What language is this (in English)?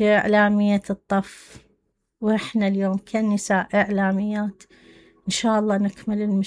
Mesopotamian Arabic